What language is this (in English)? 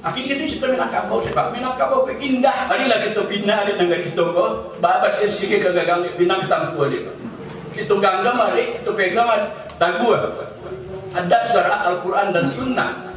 Minangkabau